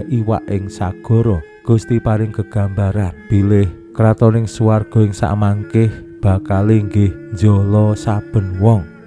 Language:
Javanese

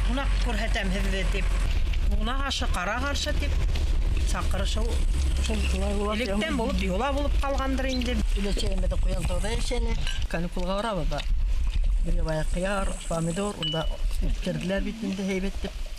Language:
Bashkir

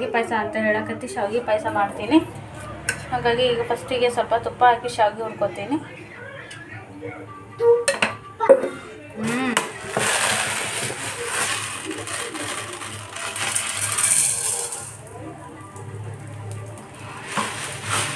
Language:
Kannada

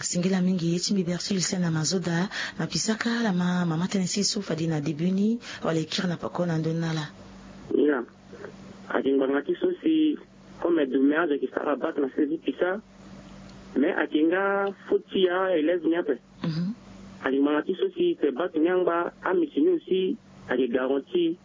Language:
Sango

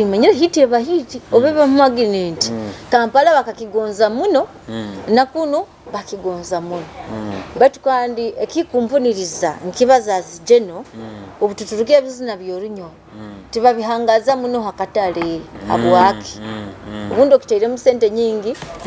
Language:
Nyoro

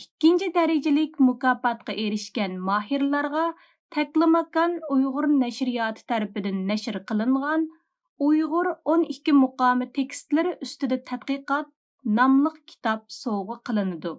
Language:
Uyghur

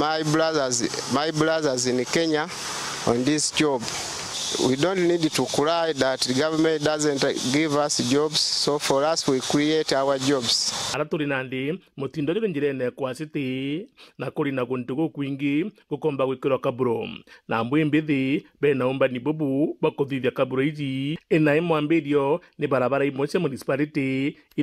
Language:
Meru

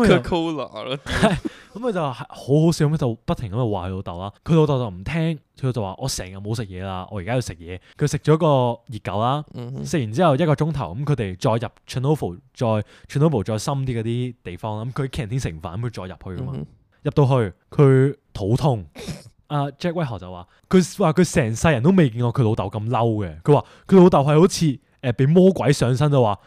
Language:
Cantonese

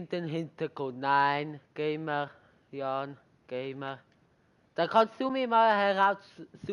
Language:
Swiss German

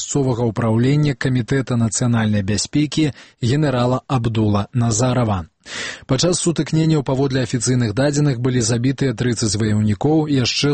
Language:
Belarusian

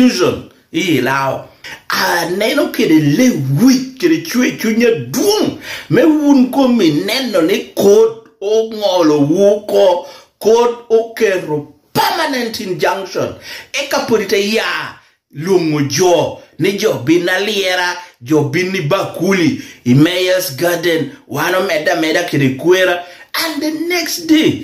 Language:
Lango (Uganda)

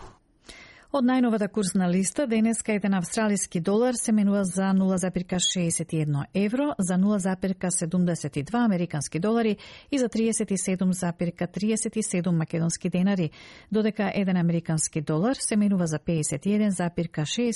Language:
Macedonian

